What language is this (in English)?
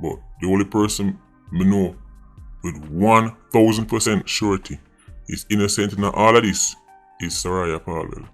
Jamaican Creole English